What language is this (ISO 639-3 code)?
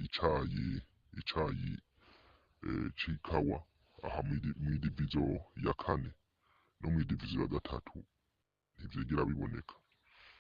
run